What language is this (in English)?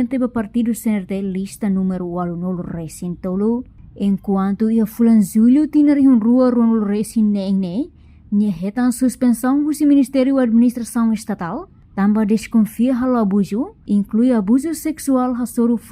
Tetum